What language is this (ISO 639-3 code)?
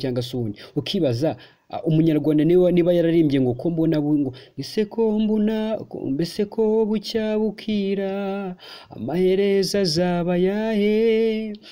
kin